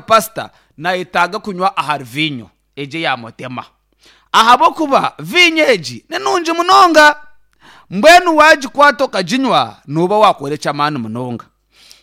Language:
Nyankole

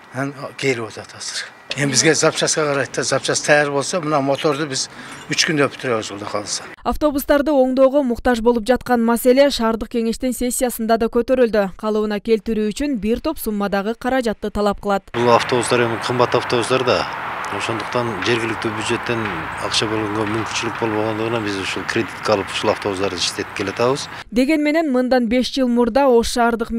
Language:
Kyrgyz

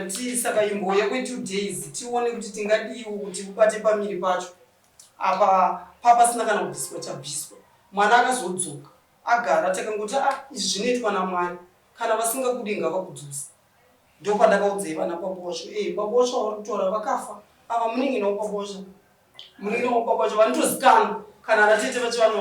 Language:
Shona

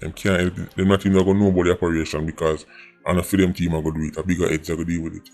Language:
Jamaican Creole English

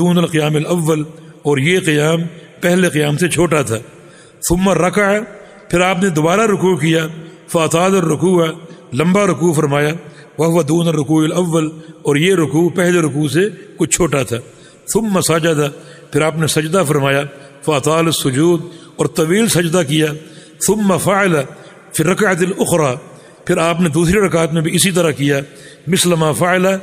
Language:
Urdu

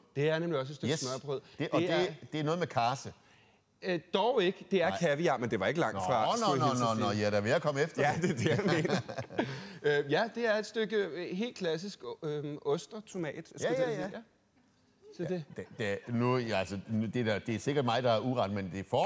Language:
Danish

